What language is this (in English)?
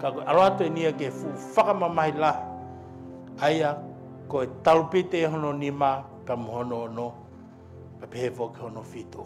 Tongan